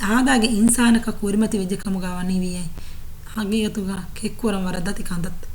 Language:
Divehi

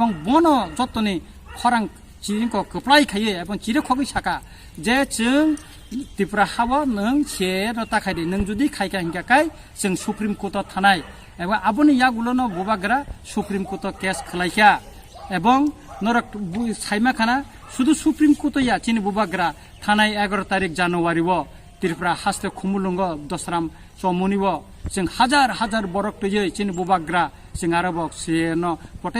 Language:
Kok Borok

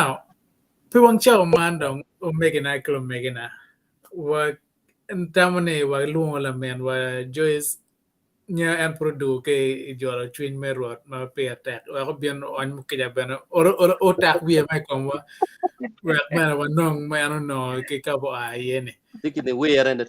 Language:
Acoli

